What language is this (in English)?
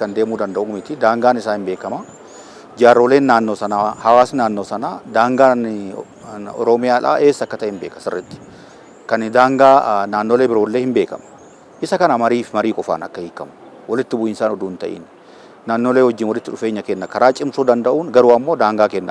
Oromo